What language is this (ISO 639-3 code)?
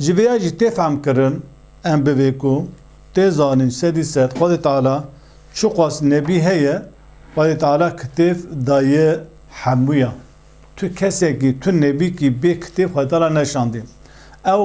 kur